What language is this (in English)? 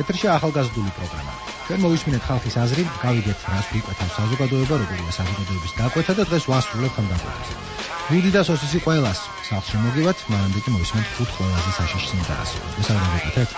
Georgian